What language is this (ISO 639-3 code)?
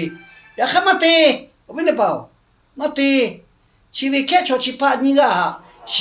lhu